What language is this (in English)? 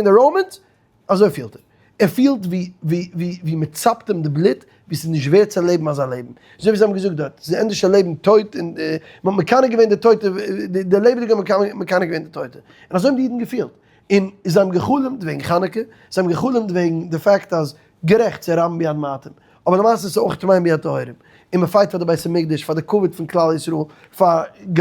Yiddish